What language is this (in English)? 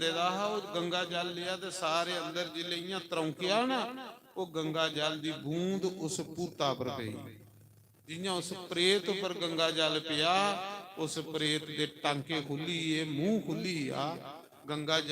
Dogri